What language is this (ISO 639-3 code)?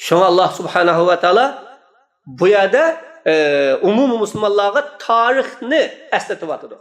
uig